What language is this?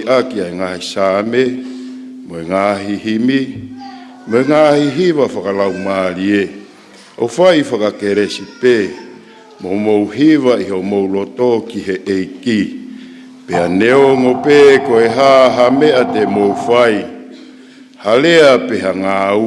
Tongan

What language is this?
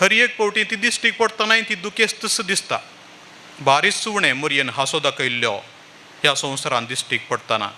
Konkani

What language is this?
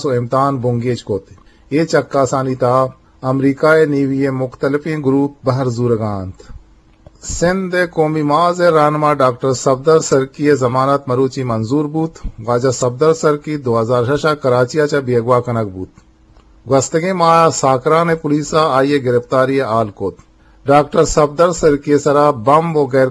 Eastern Balochi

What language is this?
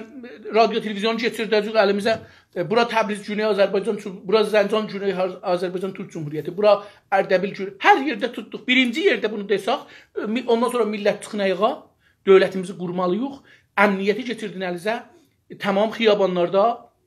South Azerbaijani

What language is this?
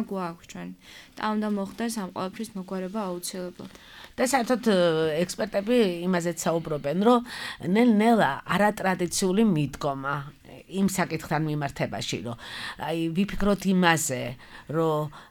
Georgian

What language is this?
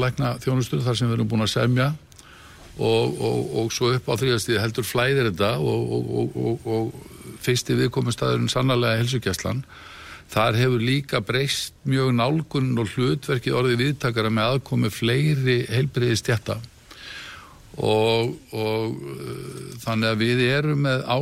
Icelandic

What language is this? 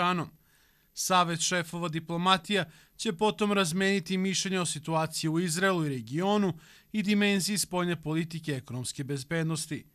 Serbian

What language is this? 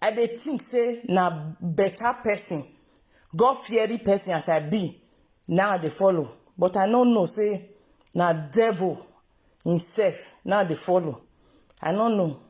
Nigerian Pidgin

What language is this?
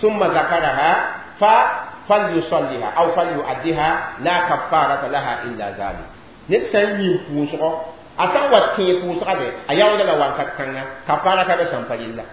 Mossi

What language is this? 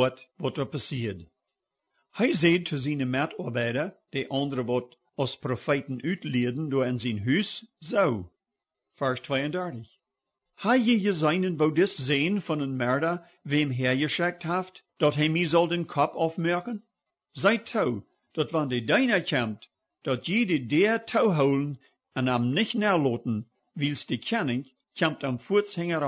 Plautdietsch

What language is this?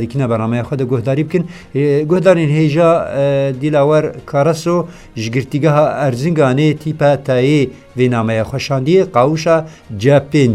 Kurdish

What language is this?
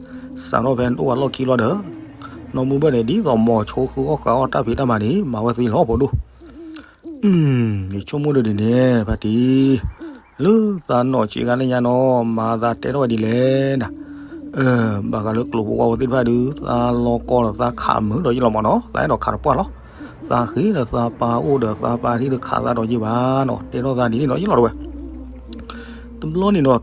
S'gaw Karen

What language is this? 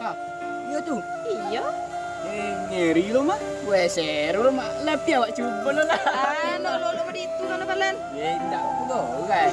Minangkabau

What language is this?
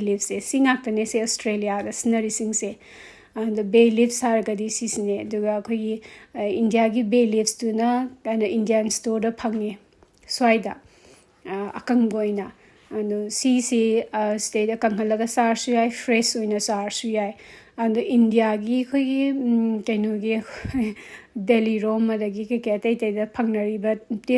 Manipuri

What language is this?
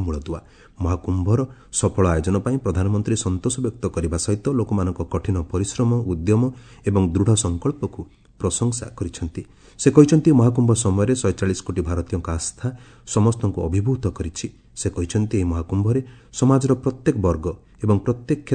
Odia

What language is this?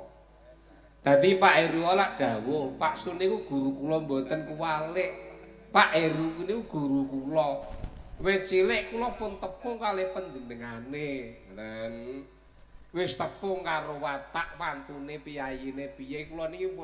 Javanese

